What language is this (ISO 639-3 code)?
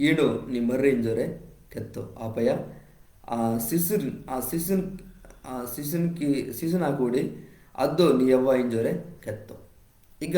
kff